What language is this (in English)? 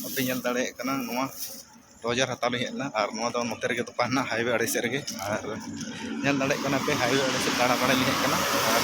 Santali